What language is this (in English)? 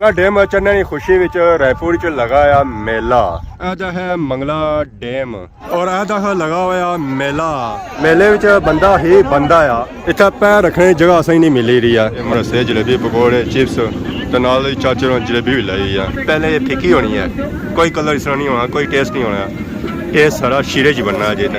Pahari-Potwari